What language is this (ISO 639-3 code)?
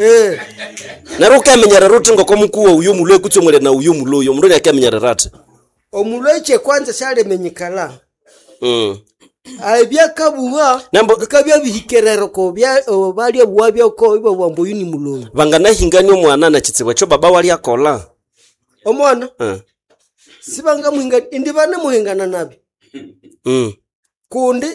nnb